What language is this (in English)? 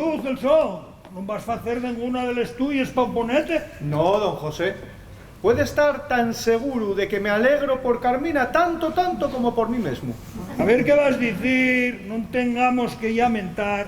Asturian